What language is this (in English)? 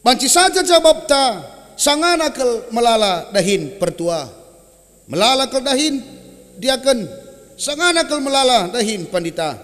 Batak Karo